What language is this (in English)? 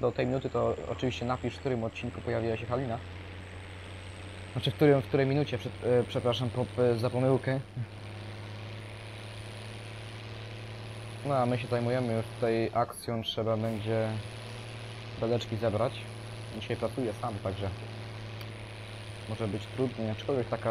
Polish